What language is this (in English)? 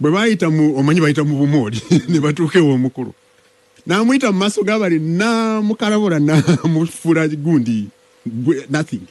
Ganda